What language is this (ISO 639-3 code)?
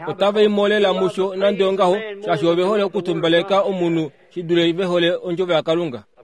kua